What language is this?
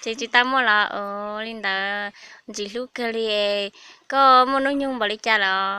Hmong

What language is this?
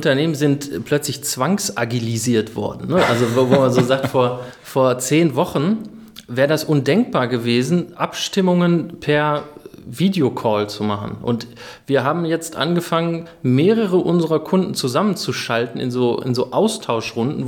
German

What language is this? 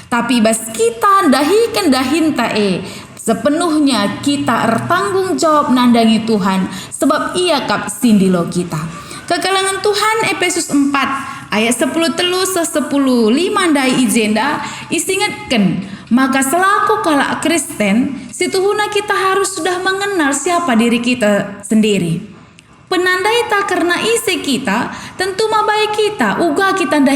Batak Karo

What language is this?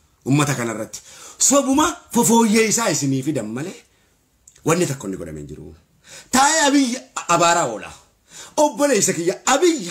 Oromo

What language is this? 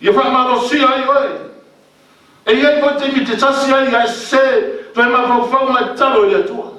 Samoan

